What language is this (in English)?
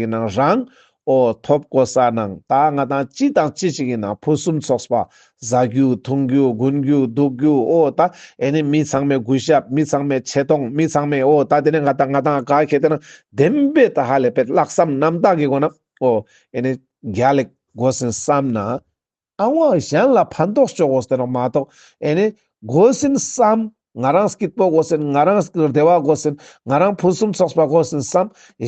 Ladakhi